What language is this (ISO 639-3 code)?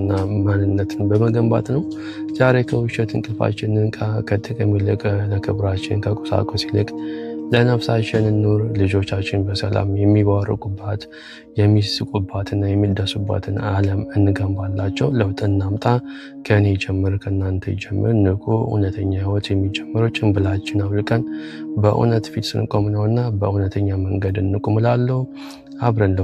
amh